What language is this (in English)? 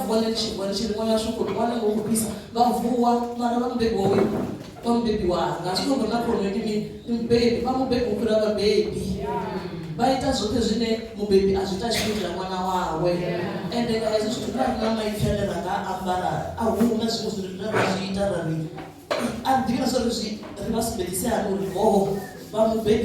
Venda